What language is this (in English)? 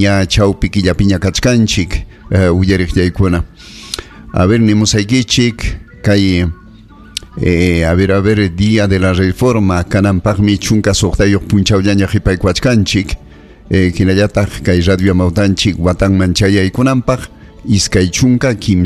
Ayacucho Quechua